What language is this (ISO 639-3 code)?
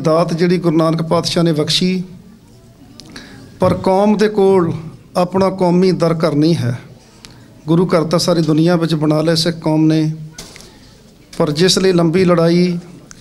pan